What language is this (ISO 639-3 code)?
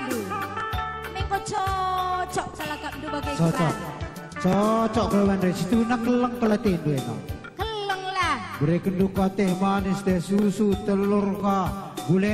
btx